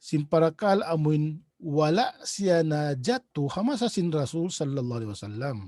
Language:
Tausug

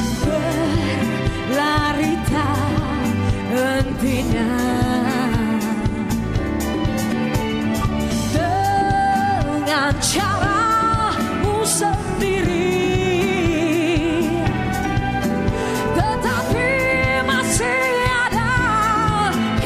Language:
Malay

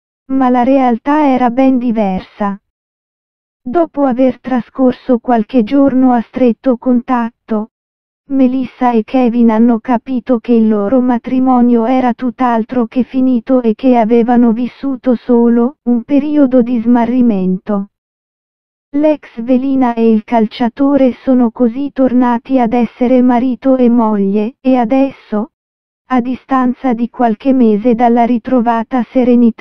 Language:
Italian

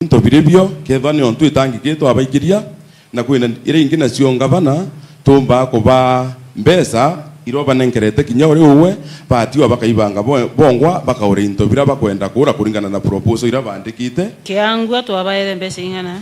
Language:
Meru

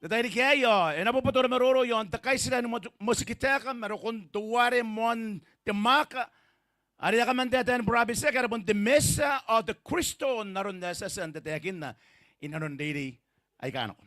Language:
Gilbertese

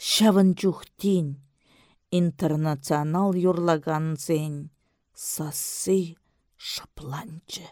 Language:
Chuvash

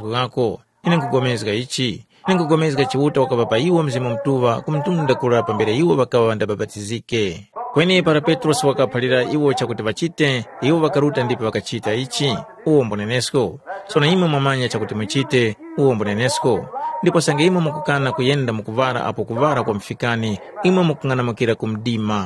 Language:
Tumbuka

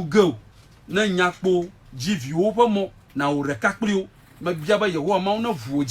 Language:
Ewe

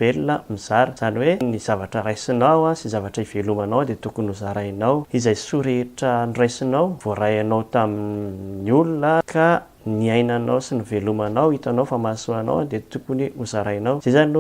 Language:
Malagasy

